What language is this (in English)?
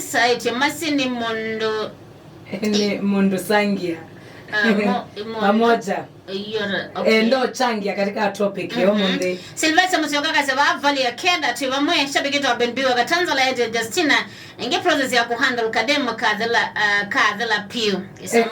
Kamba